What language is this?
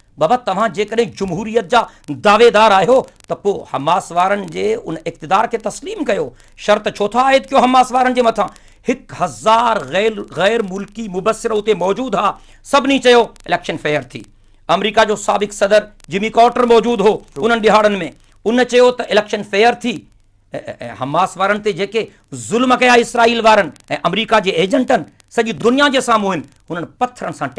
Sindhi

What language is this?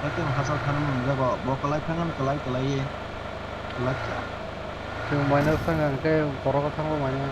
Kok Borok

